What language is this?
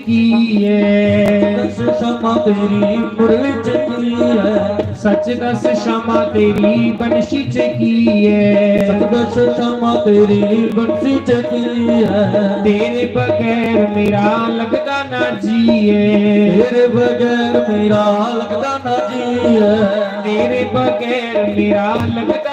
Dogri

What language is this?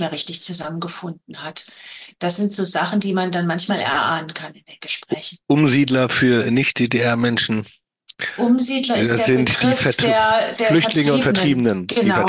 German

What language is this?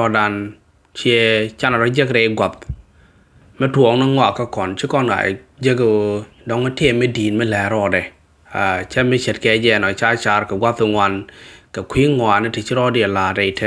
Nuer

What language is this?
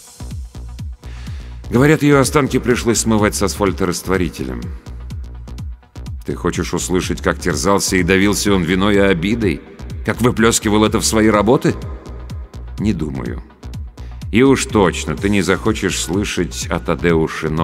Russian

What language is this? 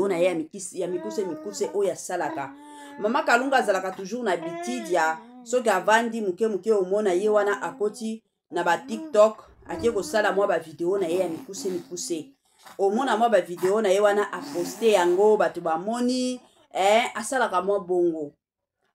Lingala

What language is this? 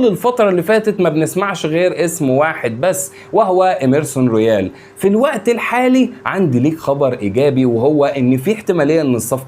Egyptian Arabic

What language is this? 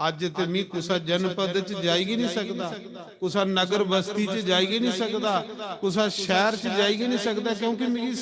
Dogri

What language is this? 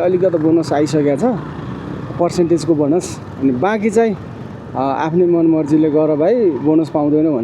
Nepali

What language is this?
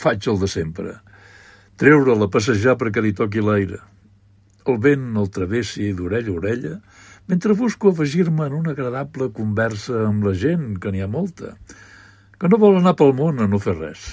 Catalan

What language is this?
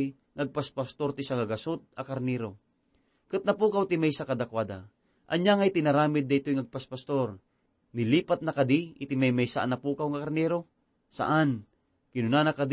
Iloko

